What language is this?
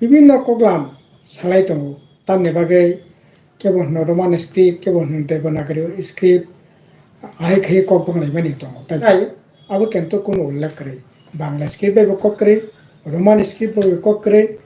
Kok Borok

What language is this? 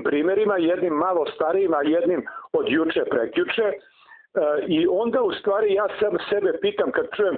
Serbian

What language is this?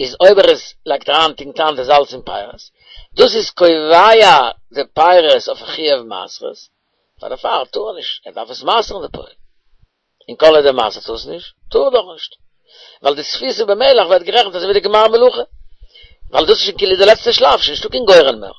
Yiddish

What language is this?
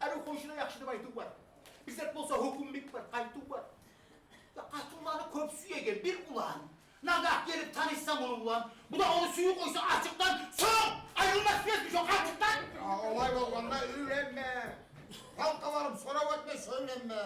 Kumyk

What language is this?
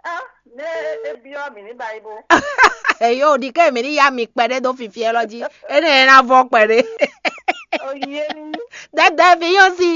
Fon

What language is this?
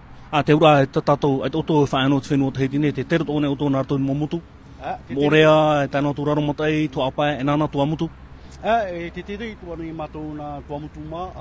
Tahitian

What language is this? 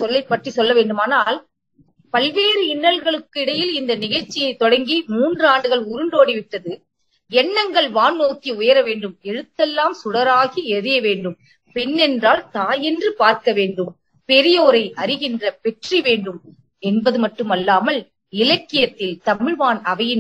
Tamil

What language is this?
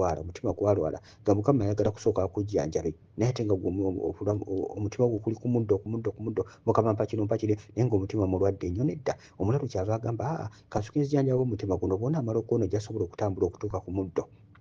Ganda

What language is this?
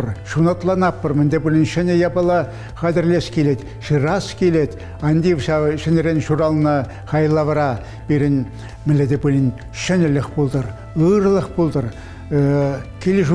Chuvash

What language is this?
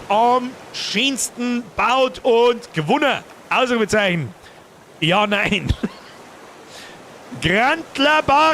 Bavarian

